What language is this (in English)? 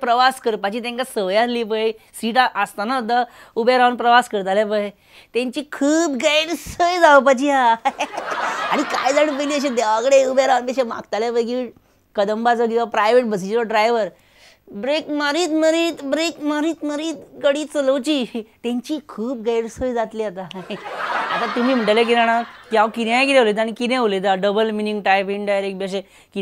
Konkani